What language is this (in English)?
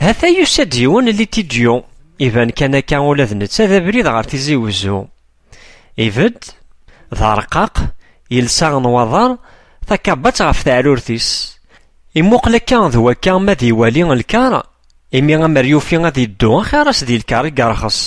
Kabyle